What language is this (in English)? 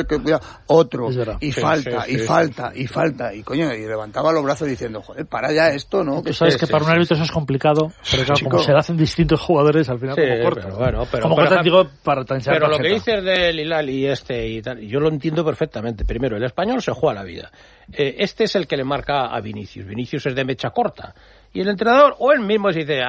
Spanish